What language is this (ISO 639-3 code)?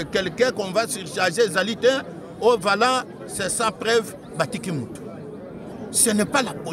lin